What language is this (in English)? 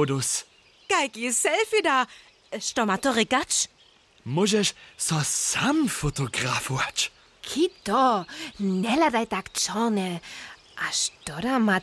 Upper Sorbian